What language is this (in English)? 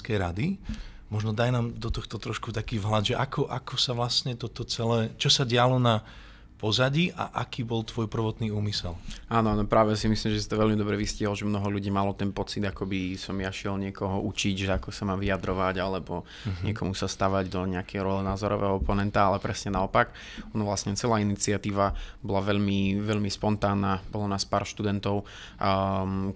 Slovak